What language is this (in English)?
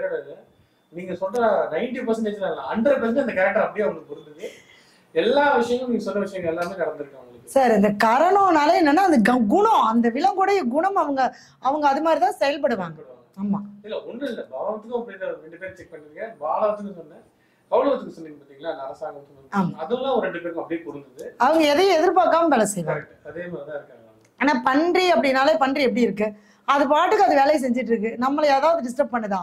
Tamil